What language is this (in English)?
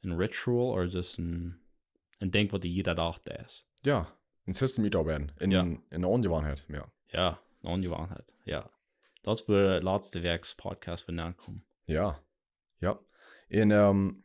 Plautdietsch